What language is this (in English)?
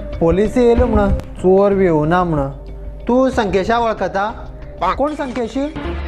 Konkani